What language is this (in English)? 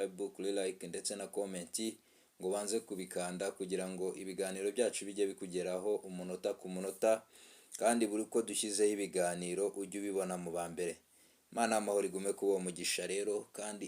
Kinyarwanda